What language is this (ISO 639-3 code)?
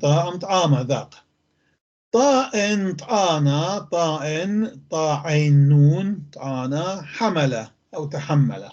apc